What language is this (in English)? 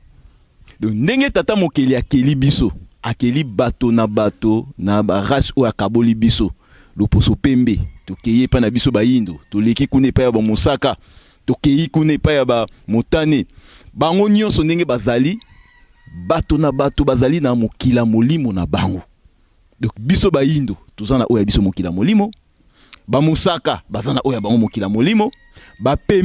Lingala